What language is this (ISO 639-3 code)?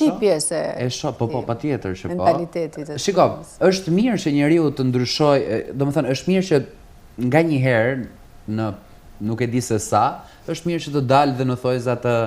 sqi